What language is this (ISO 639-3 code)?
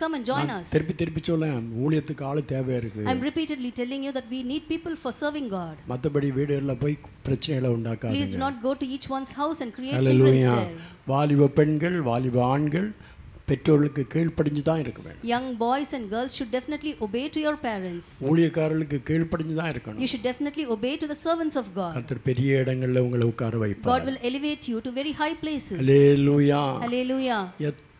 tam